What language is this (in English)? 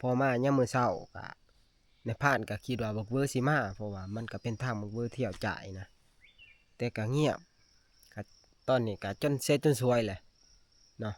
Northeastern Thai